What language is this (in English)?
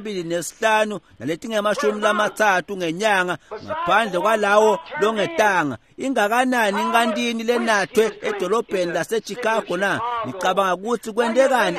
Swati